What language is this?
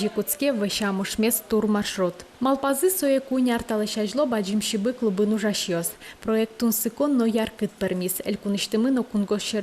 Udmurt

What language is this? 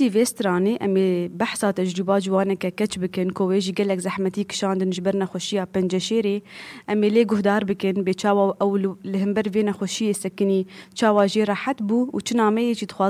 Kurdish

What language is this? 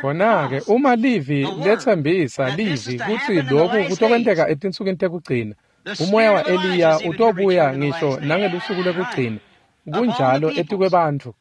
Swati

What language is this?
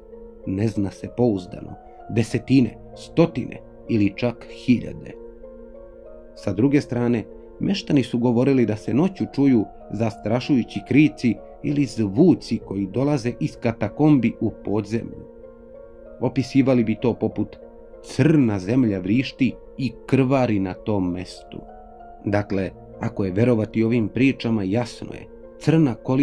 Serbian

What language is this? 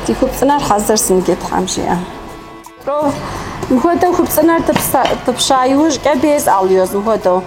Kabardian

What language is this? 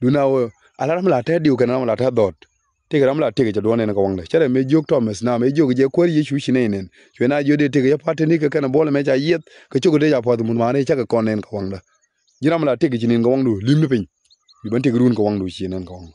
Nuer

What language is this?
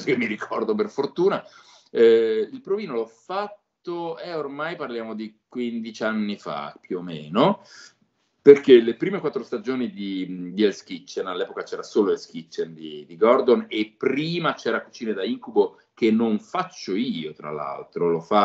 Italian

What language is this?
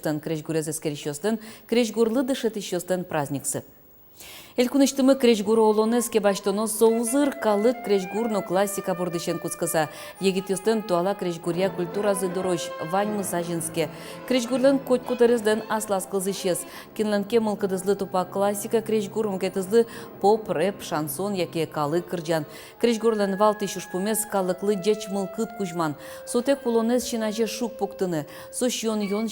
Udmurt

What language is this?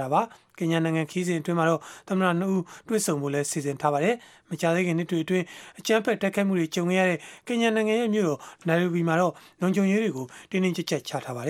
Burmese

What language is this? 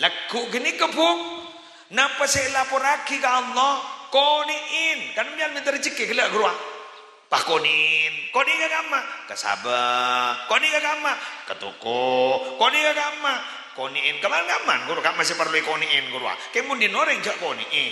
Madurese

